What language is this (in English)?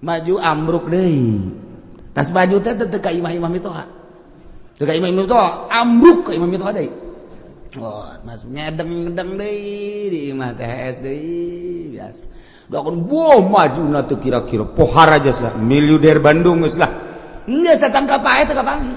Sundanese